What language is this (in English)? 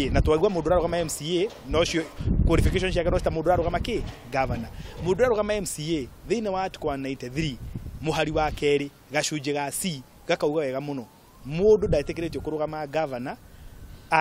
Kikuyu